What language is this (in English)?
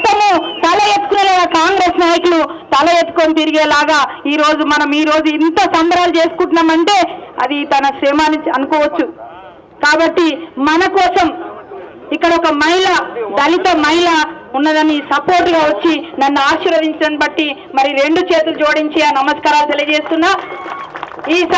Telugu